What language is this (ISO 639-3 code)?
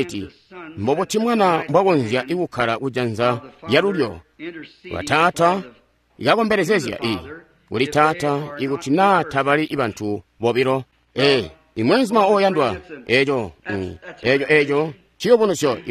toi